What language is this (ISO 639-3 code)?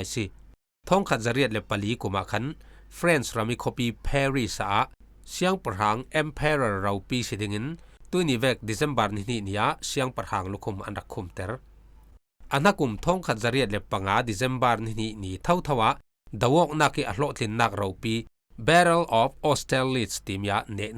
cfm